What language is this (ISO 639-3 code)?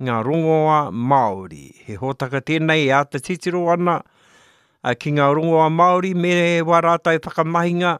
mri